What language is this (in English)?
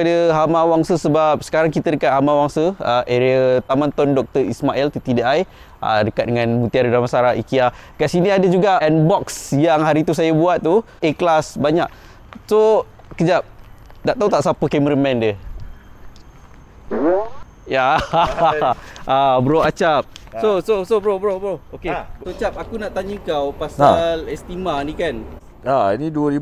Malay